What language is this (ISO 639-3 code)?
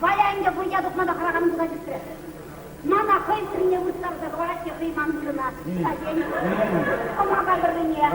chv